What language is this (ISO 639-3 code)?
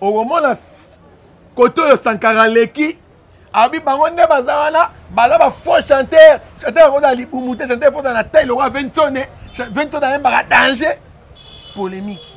lin